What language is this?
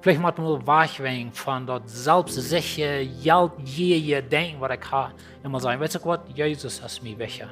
Plautdietsch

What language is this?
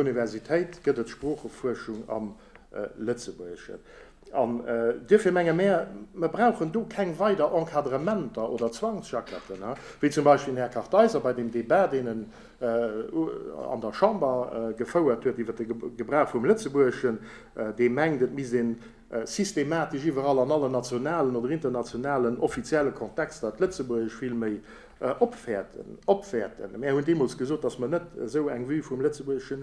Luxembourgish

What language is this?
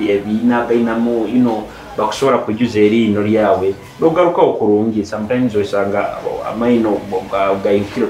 Nyoro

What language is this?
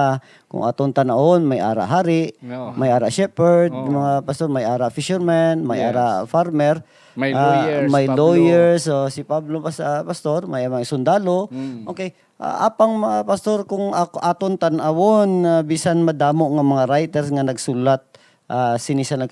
Hiligaynon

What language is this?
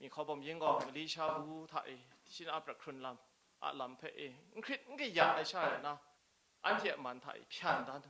Kachin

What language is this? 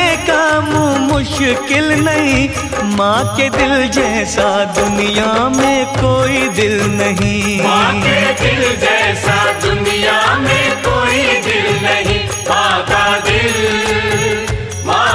Hindi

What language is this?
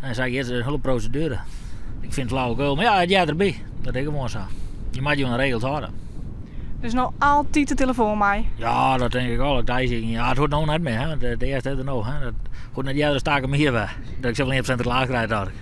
Western Frisian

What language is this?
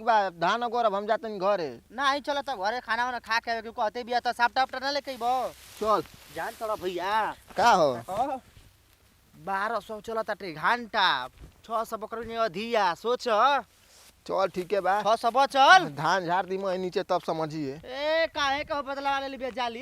Bhojpuri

